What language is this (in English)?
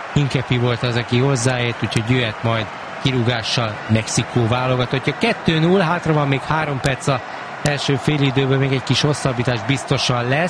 Hungarian